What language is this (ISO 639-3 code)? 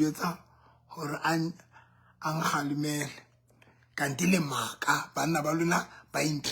sot